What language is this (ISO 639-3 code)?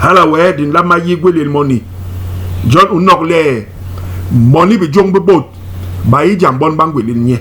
bas